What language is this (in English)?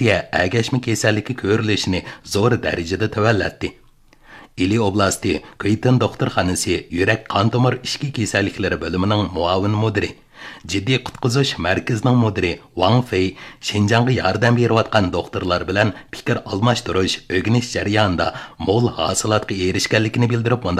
Uyghur